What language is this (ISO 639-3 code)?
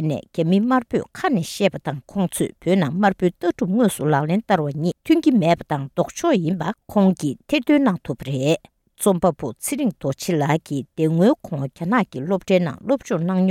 bod